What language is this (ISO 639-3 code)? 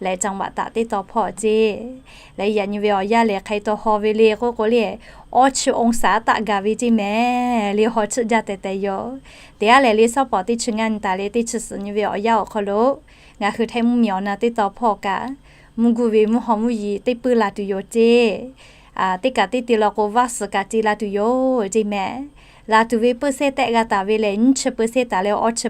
lhu